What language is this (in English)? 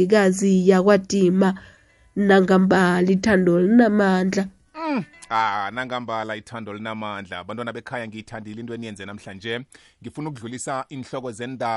South Ndebele